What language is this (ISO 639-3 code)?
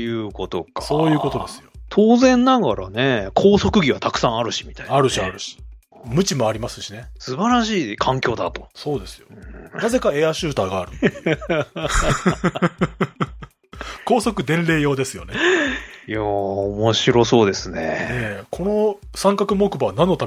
jpn